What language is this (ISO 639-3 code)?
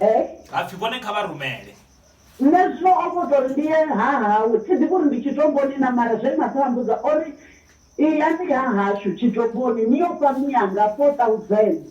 ven